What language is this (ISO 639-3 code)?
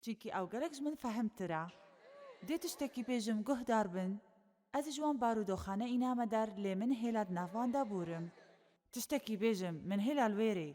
kur